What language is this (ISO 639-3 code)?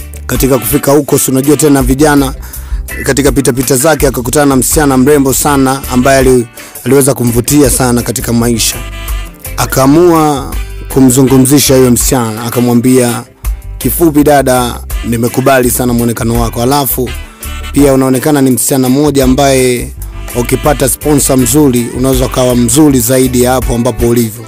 swa